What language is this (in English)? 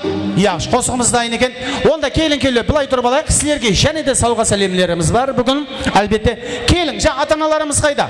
Kara-Kalpak